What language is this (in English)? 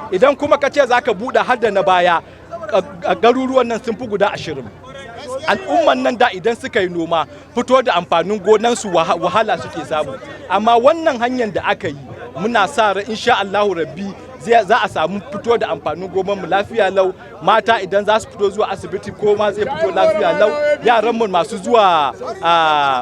Hausa